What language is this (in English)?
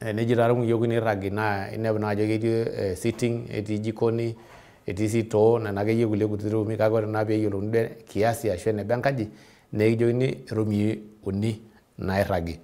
Masai